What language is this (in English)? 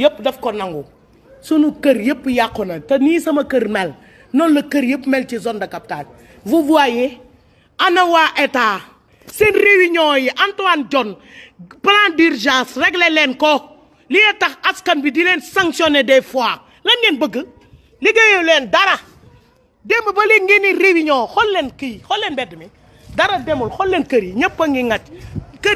Wolof